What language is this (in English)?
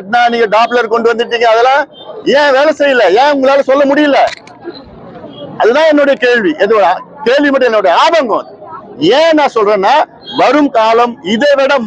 Tamil